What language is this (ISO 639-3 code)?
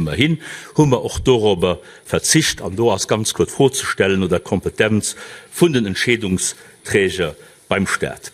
ltz